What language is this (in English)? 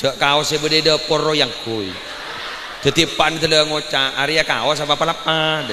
Madurese